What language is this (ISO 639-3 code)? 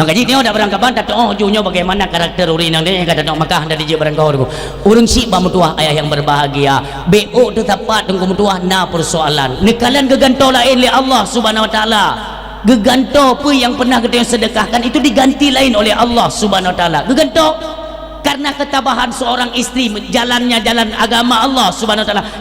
ace